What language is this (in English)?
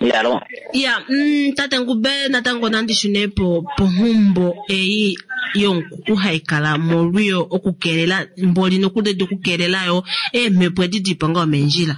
Kuanyama